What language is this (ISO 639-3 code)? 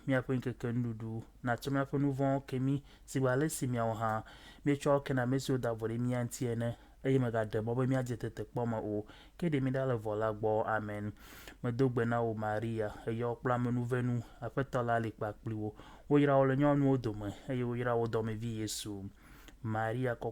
ewe